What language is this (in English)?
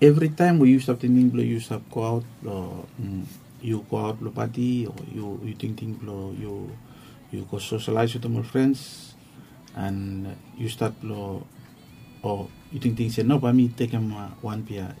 Bislama